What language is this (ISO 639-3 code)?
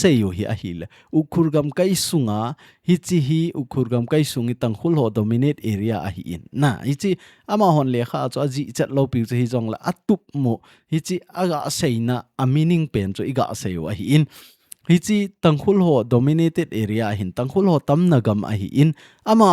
tcz